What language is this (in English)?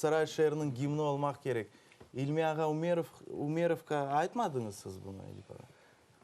Crimean Tatar